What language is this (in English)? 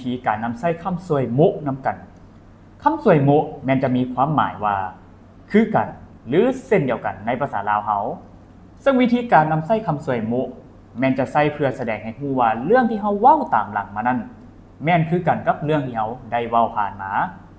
Lao